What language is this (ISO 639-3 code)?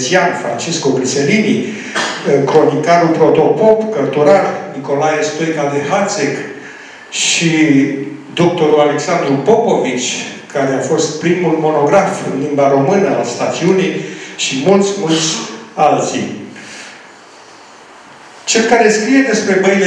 ron